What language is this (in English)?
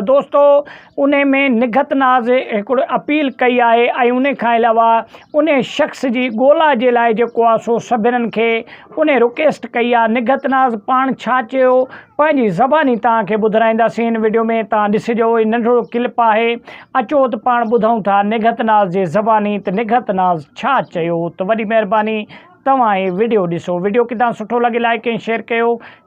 Sindhi